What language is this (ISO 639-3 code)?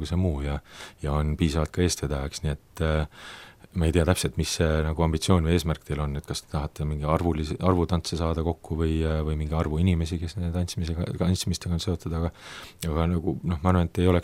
est